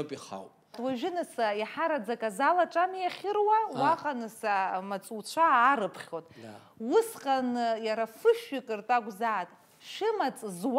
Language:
Abkhazian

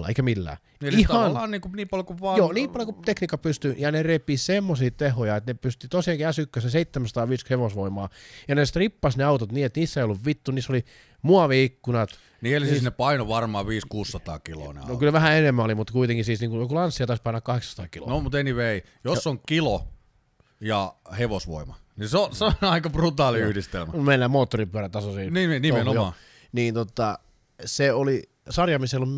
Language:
Finnish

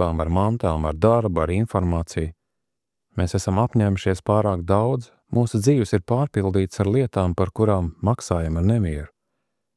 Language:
Latvian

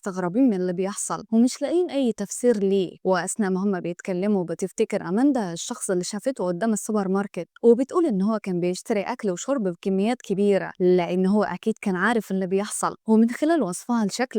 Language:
Egyptian Arabic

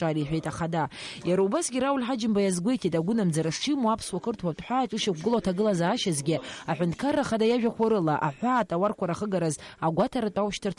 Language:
Abkhazian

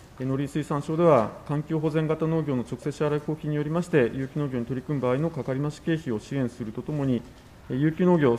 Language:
Japanese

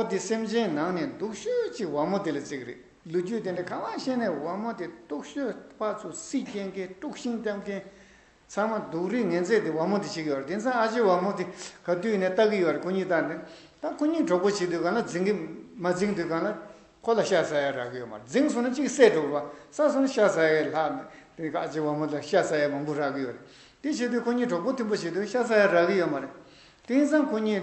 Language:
Tibetan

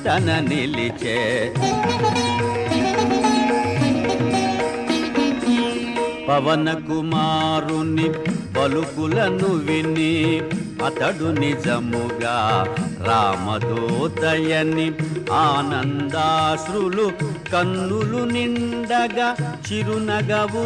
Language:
Telugu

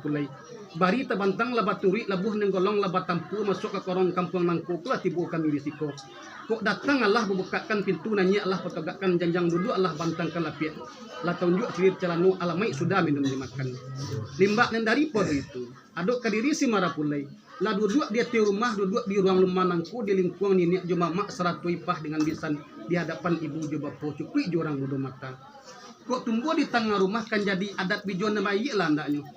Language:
Minangkabau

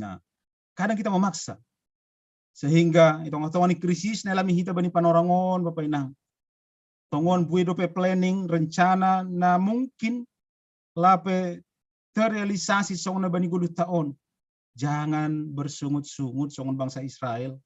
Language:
Batak Simalungun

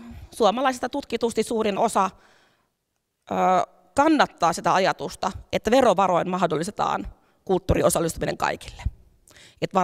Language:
Finnish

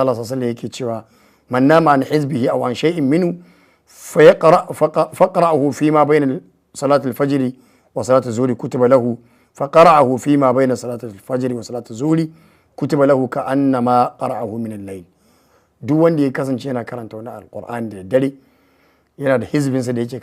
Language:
Hausa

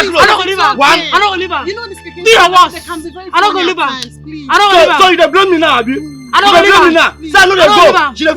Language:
Nigerian Pidgin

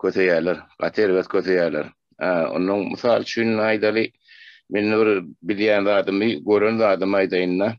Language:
Turkmen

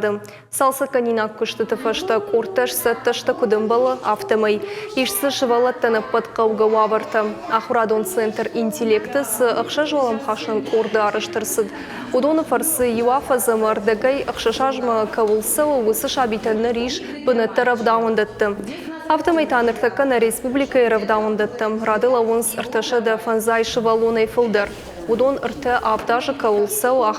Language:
Ossetic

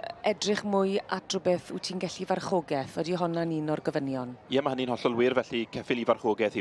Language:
Welsh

